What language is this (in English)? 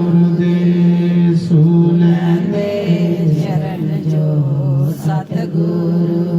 Dogri